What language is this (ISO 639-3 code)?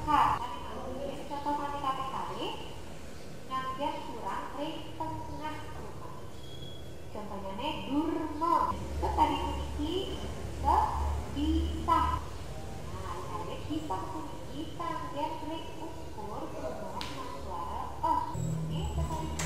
ban